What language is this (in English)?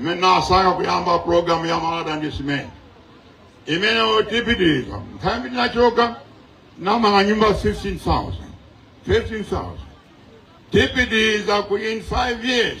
Nyanja